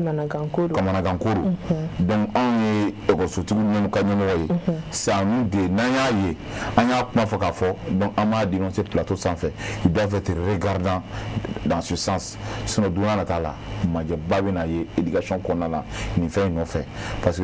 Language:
Bambara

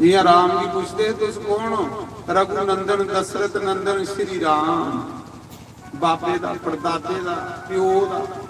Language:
Dogri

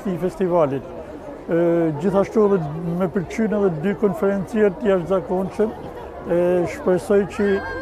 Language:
Albanian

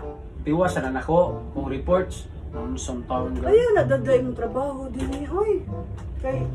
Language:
Cebuano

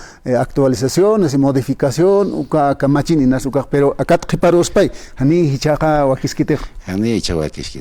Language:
Aymara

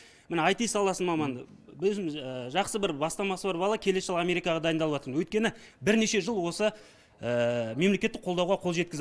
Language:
Kazakh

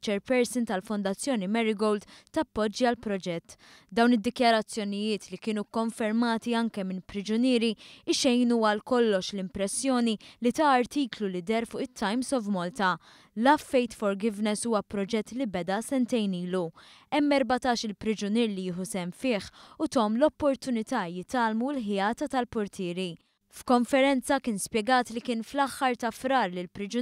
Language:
Maltese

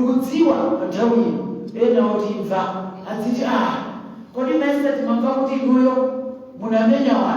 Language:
Nyanja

